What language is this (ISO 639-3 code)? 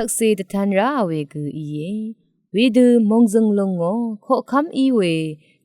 raw